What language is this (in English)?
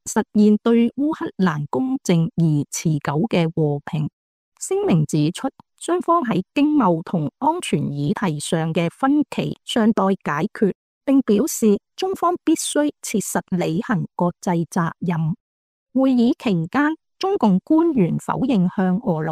Cantonese